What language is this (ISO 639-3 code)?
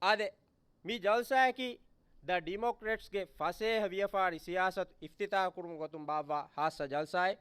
div